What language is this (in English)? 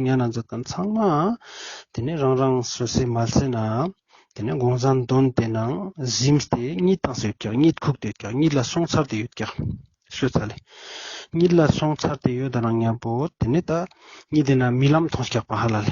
Ladakhi